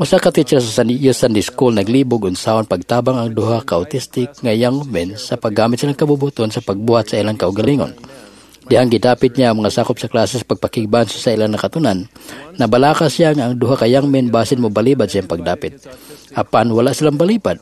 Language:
Cebuano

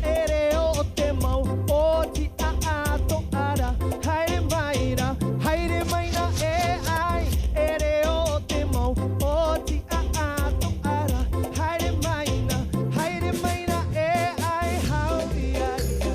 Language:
Tahitian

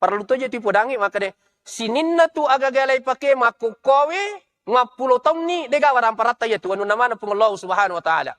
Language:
Buginese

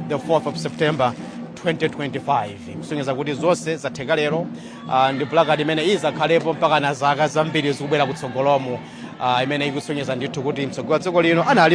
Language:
Nyanja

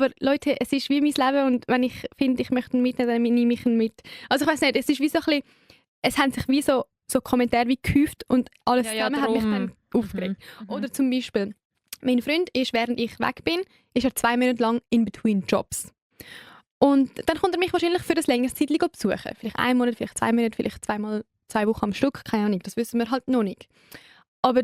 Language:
Swiss German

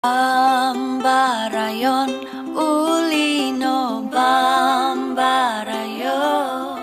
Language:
Central Dusun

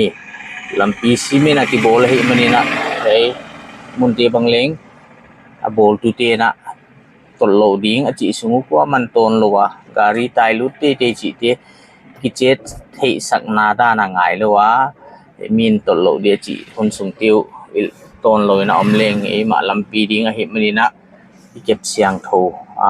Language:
Paite Chin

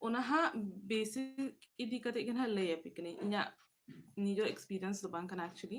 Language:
Santali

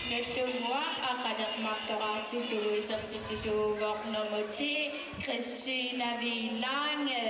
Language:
Kalaallisut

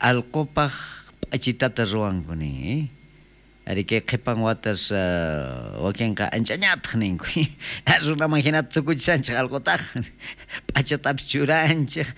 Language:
South Bolivian Quechua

